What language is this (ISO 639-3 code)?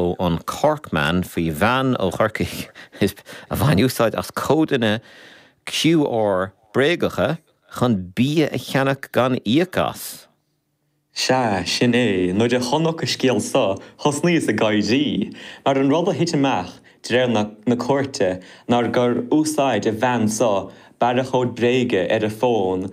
gle